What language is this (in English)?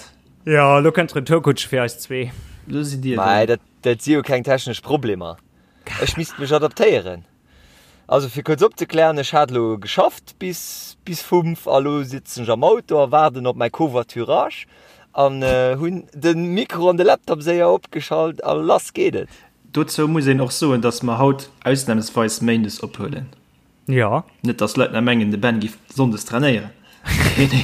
Luxembourgish